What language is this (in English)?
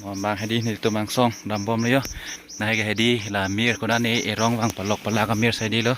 Karbi